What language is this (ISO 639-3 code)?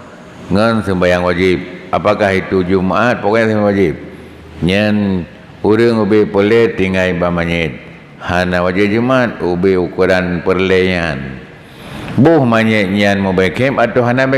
ace